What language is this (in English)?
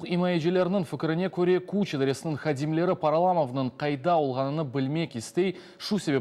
Crimean Tatar